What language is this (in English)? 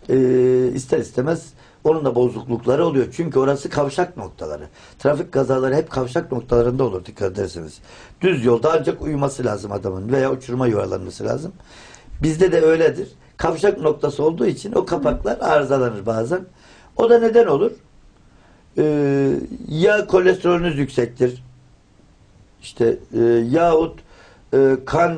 Turkish